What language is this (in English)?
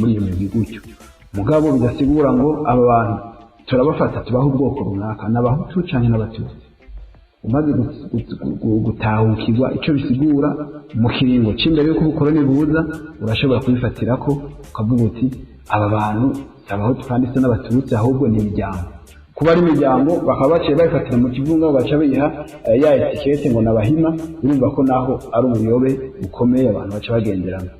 Rundi